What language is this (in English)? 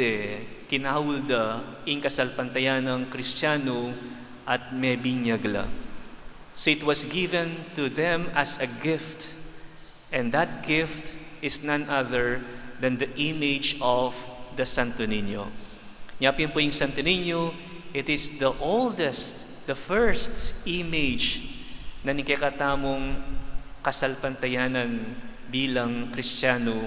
Pampanga